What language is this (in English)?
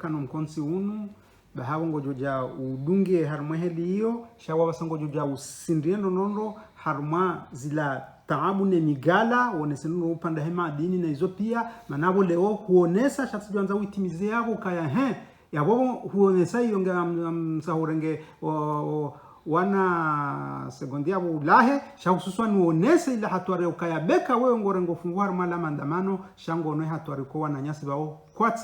Ngazidja Comorian